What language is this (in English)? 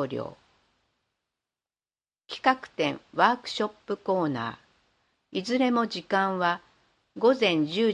Japanese